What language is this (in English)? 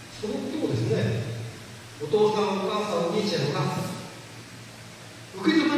Japanese